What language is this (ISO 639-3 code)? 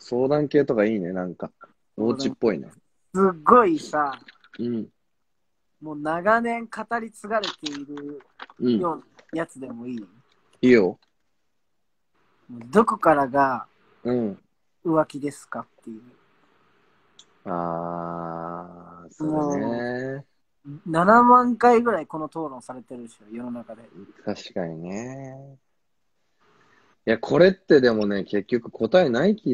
jpn